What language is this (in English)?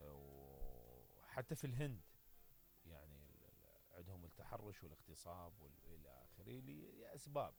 Mesopotamian Arabic